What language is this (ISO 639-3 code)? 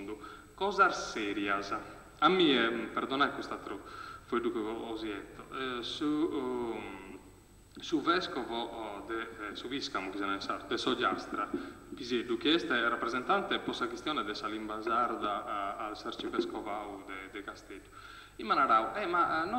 srd